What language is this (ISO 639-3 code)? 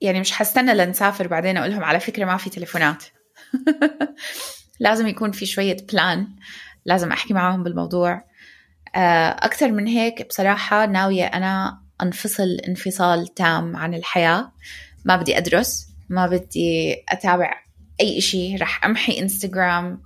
apc